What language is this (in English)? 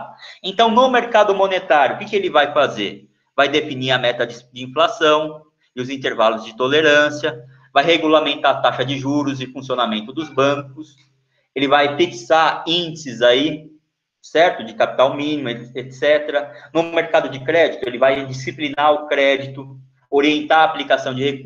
Portuguese